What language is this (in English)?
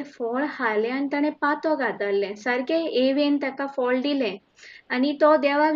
Konkani